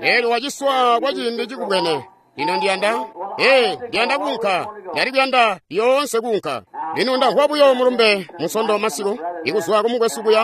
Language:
Tonga (Zambia)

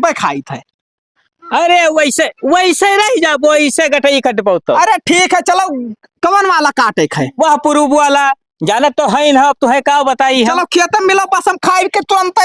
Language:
Awadhi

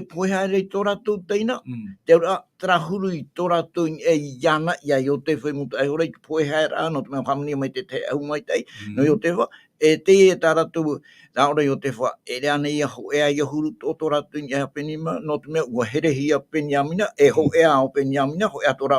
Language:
Tahitian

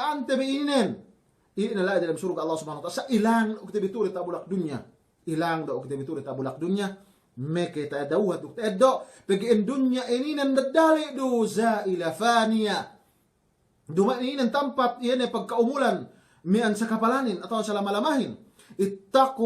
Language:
Yakan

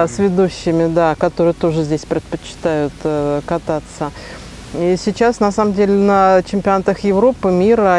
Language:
Russian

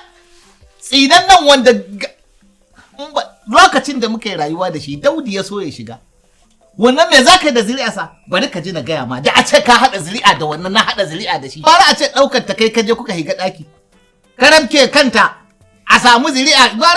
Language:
Hausa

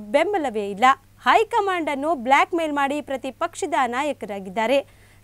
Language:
Kannada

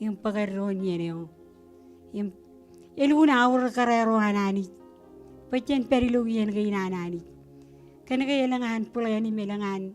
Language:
Marshallese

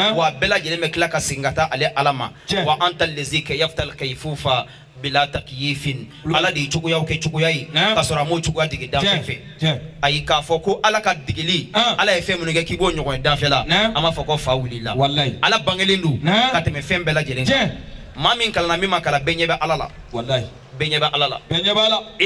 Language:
Bambara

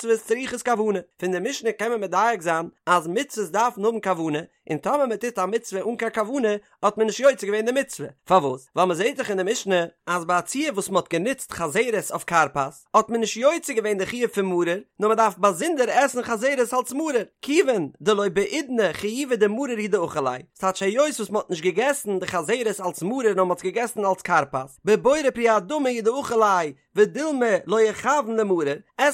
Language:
Yiddish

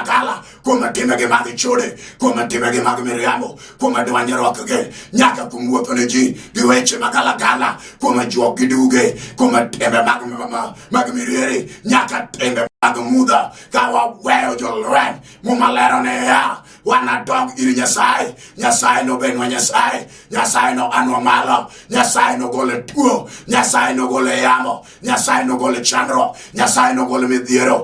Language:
Luo (Kenya and Tanzania)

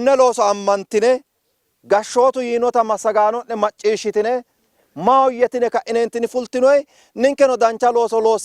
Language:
Sidamo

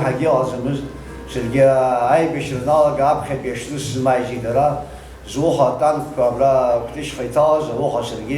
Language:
Abkhazian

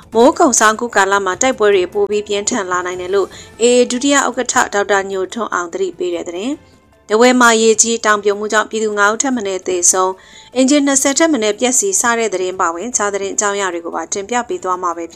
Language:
Burmese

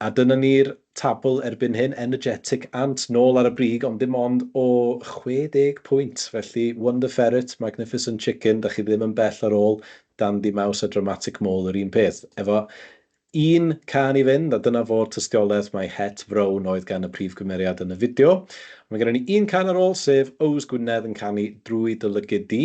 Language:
Welsh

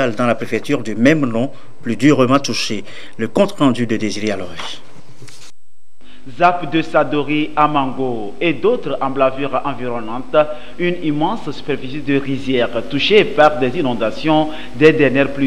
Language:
French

